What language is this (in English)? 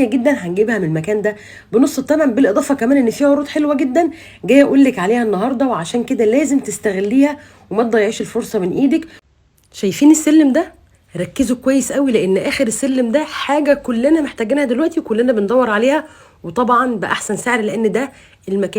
Egyptian Arabic